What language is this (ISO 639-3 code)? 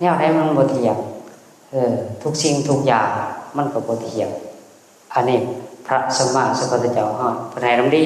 tts